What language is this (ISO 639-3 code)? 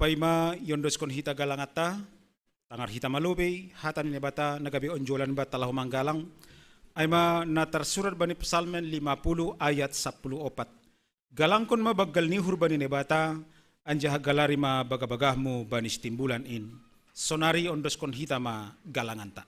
bts